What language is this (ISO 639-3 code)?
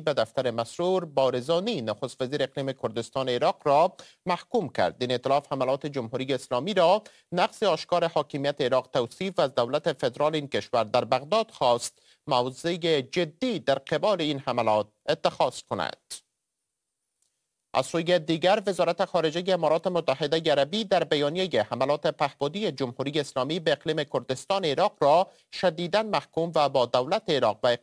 fas